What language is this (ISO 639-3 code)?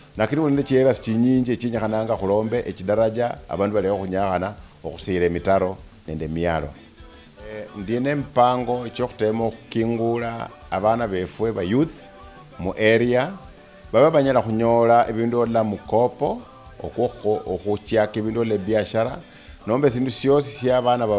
luy